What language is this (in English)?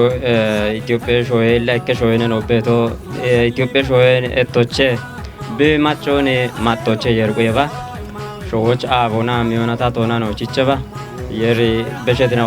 Kafa